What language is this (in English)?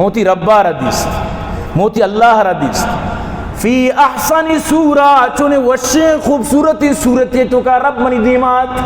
Eastern Balochi